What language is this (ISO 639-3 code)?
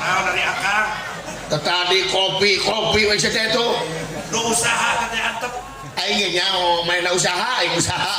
sun